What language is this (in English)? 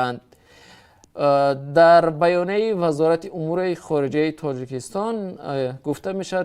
Tajik